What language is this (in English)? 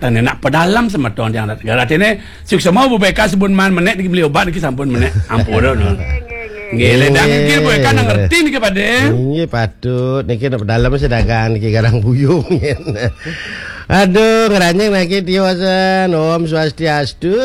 Balinese